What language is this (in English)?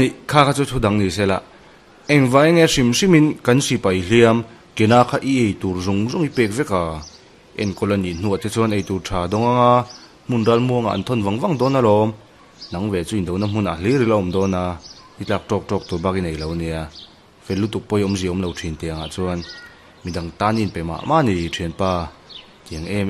Mizo